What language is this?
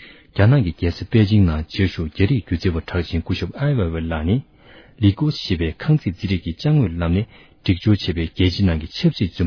Tibetan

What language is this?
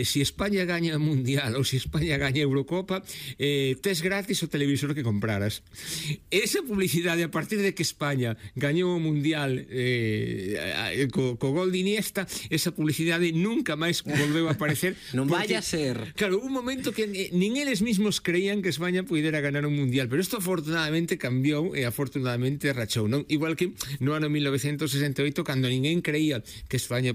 Galician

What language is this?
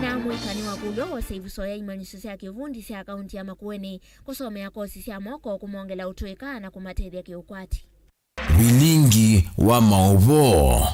Kamba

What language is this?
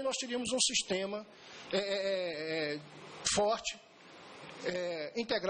Portuguese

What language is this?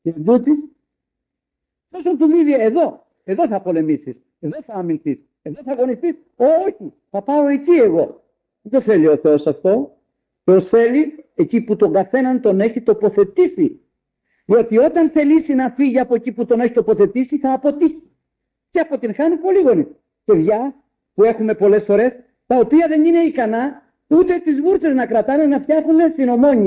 Greek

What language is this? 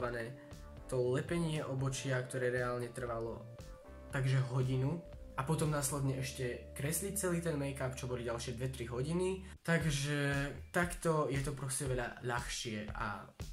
Slovak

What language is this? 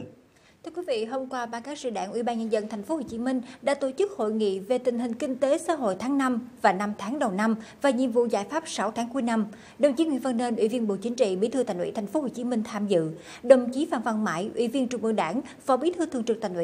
Vietnamese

